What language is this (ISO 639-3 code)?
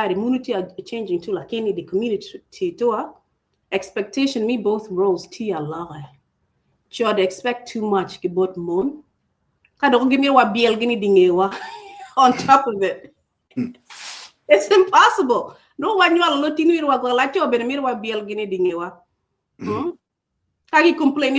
ach